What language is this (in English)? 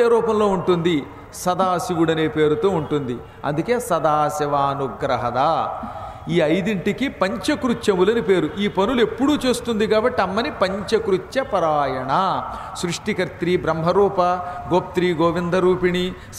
Telugu